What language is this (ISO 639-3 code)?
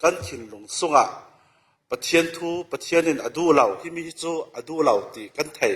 cfm